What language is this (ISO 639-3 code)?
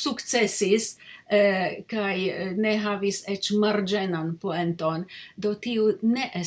epo